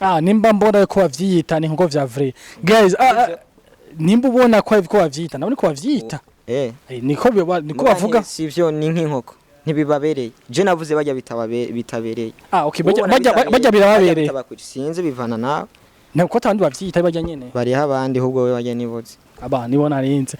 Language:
Rundi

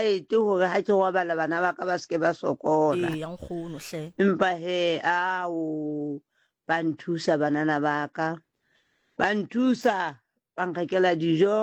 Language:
Southern Sotho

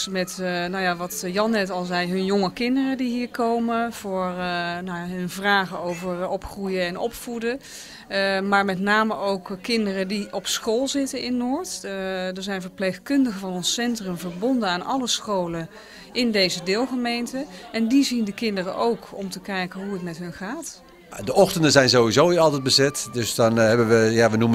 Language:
Dutch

